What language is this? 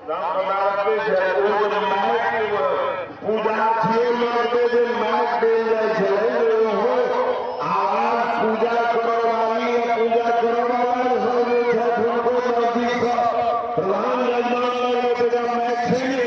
Maithili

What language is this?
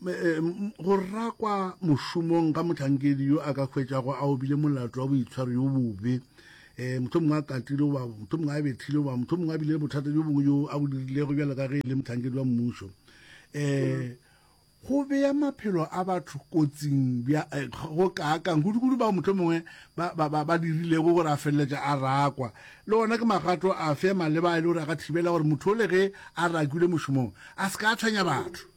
Northern Sotho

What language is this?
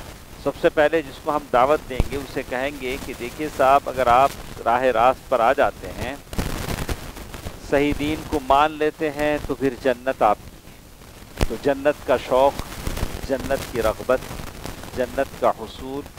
Urdu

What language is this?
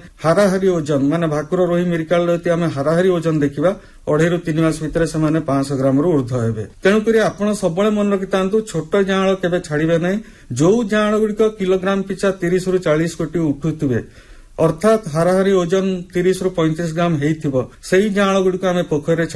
Odia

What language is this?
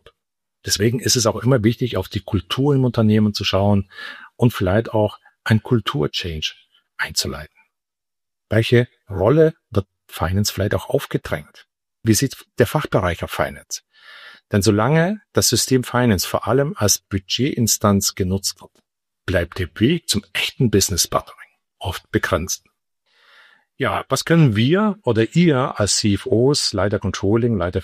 German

